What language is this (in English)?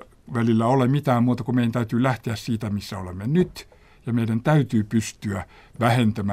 Finnish